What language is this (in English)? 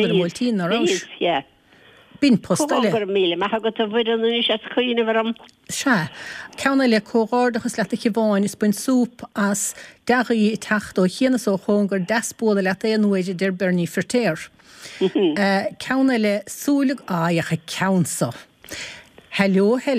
Irish